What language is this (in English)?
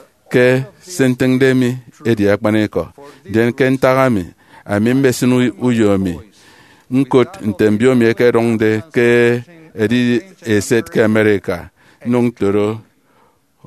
Efik